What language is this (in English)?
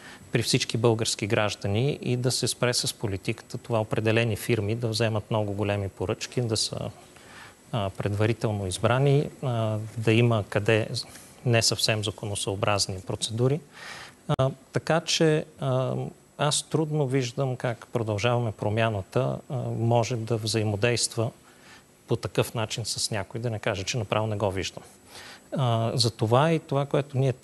Bulgarian